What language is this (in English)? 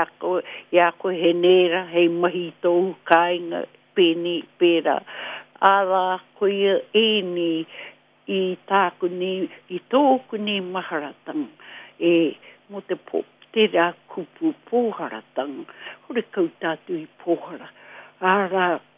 Māori